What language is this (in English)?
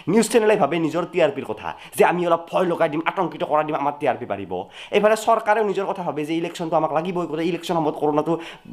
Assamese